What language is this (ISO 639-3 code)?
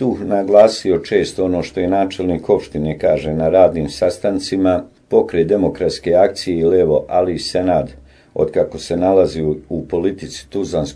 bos